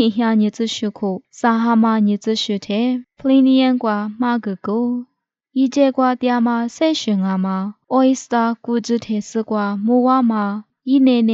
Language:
Lisu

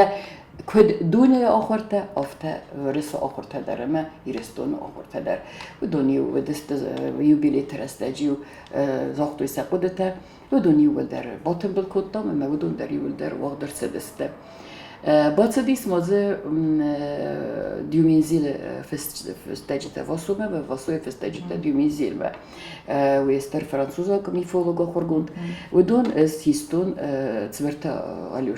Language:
Ossetic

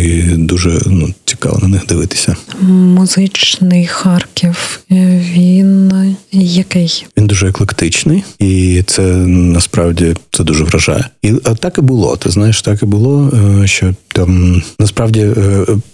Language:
Ukrainian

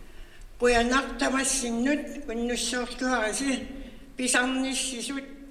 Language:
Kalaallisut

